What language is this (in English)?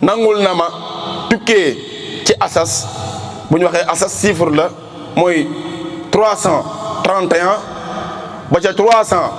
Wolof